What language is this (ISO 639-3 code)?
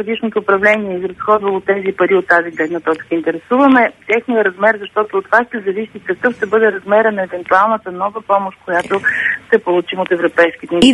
bul